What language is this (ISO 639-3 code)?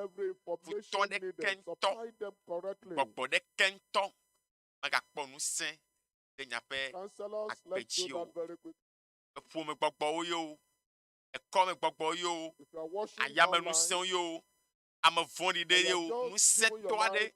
ewe